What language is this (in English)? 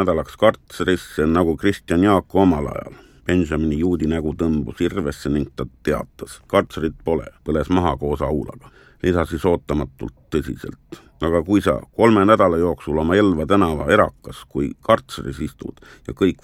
Estonian